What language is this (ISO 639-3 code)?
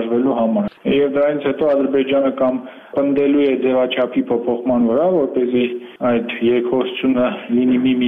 hye